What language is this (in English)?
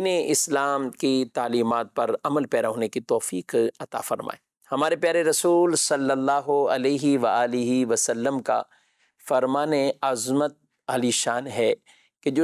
Urdu